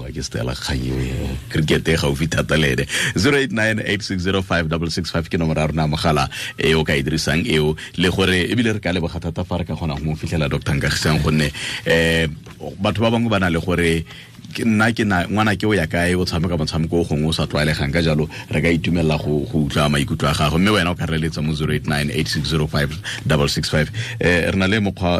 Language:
Tswana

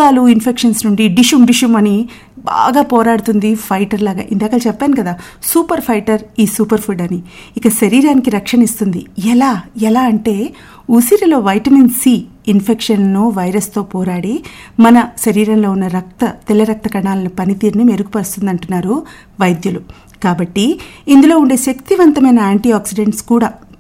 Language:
Telugu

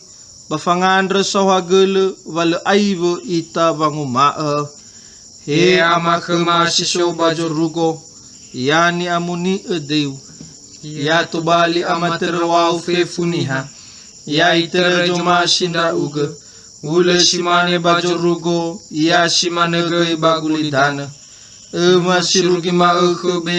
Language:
Nias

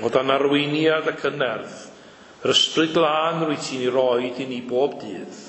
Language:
Welsh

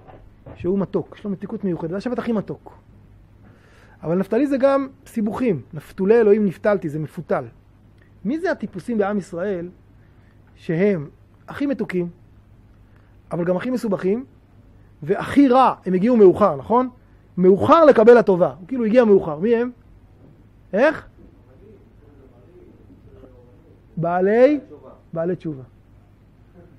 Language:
Hebrew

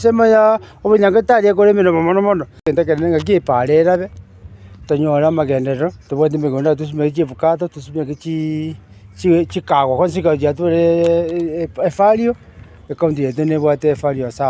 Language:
Gusii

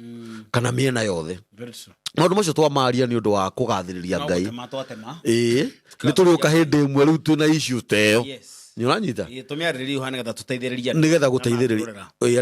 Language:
Kikuyu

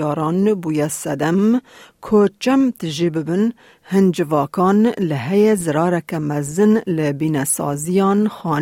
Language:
Kurdish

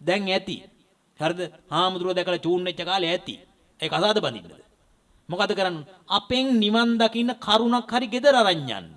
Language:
Sinhala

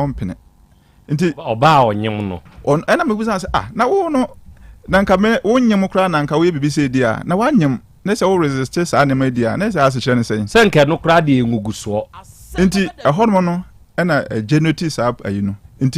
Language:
Akan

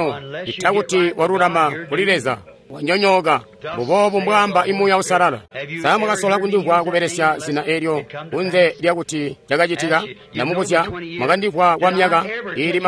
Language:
Tonga (Zambia)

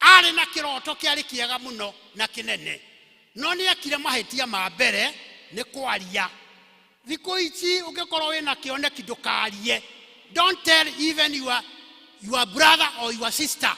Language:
Kikuyu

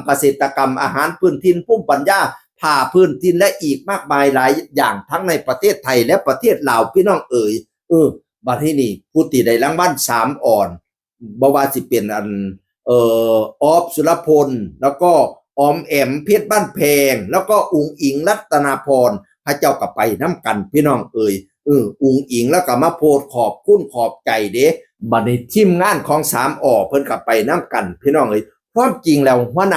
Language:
Northeastern Thai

